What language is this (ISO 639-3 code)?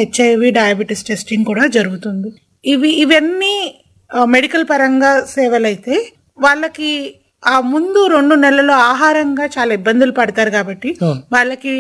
tel